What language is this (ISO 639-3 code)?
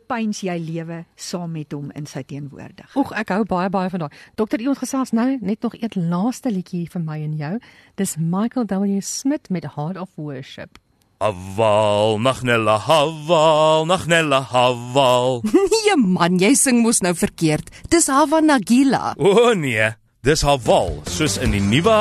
afr